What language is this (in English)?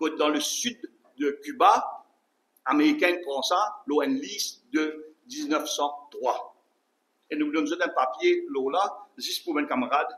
Morisyen